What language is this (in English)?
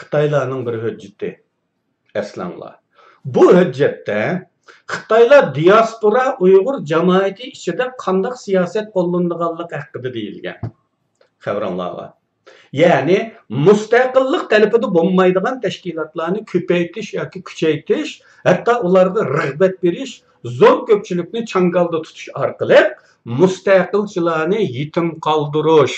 Uyghur